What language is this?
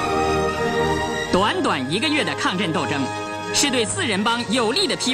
Chinese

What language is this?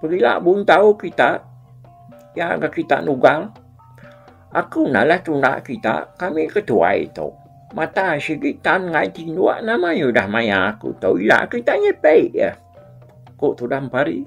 Iban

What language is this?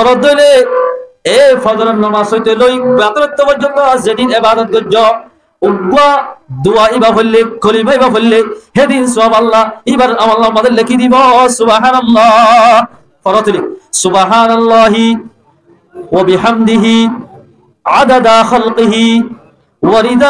Rohingya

